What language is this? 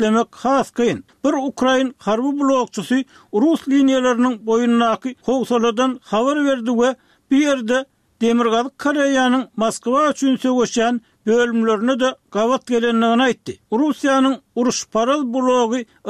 Turkmen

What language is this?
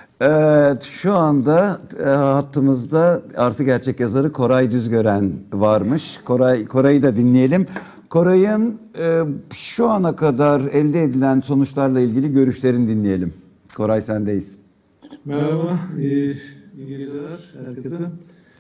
Turkish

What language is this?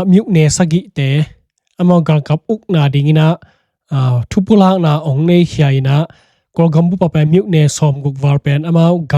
Tedim Chin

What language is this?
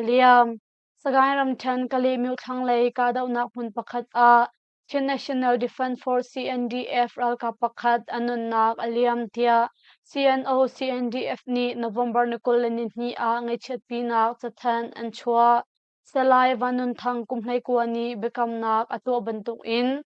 Hakha Chin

